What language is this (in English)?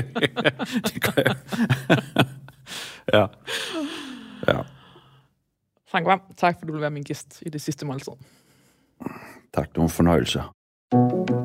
Danish